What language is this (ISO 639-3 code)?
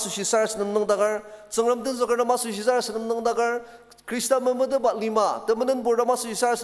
njo